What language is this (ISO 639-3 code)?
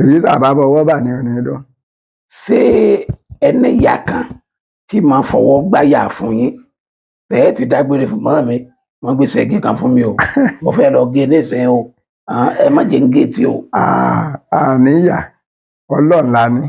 yor